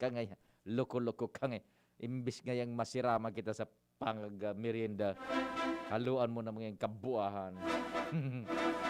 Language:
Bikol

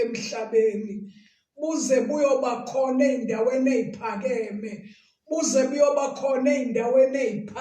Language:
Zulu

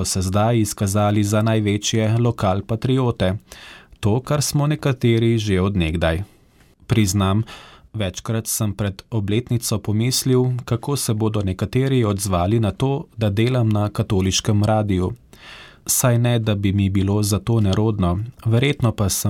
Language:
Slovenian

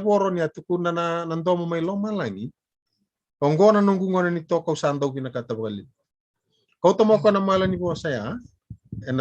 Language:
Fijian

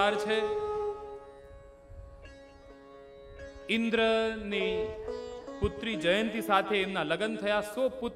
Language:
Gujarati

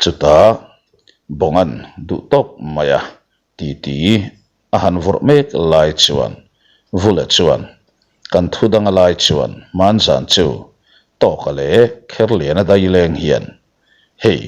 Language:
Mizo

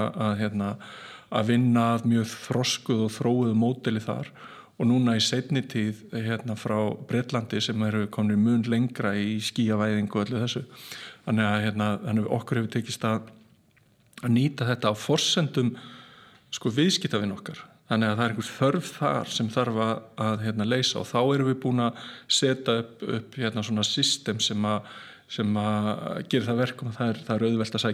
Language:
Icelandic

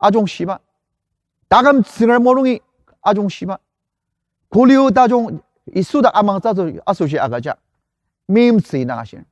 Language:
Ao Naga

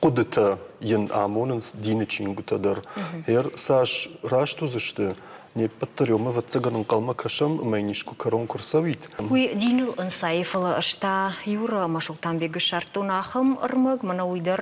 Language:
Ossetic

